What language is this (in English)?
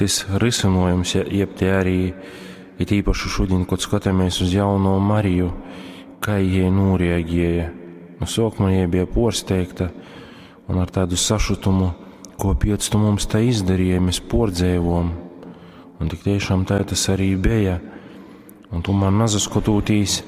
Latgalian